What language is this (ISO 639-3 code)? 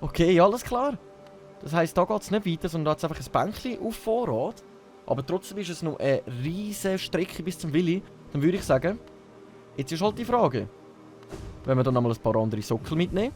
gsw